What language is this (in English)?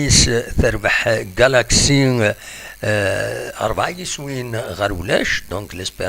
Kabyle